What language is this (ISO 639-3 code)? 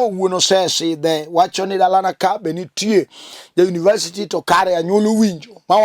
luo